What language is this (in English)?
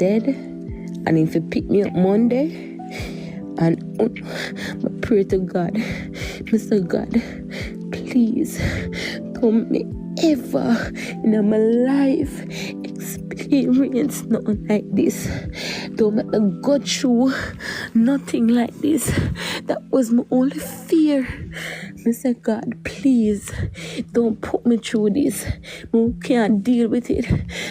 Jamaican Creole English